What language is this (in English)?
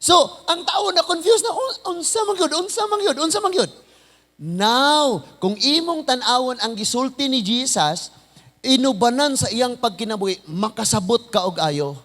Cebuano